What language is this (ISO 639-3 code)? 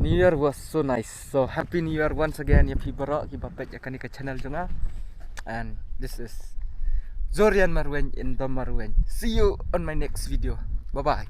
kha